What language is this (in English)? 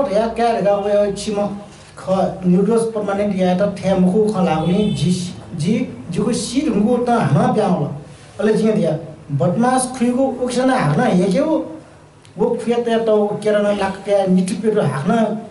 Newari